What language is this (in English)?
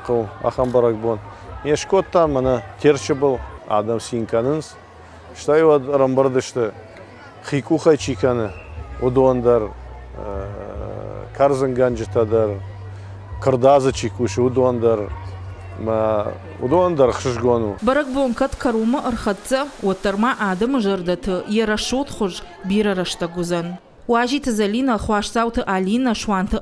Ossetic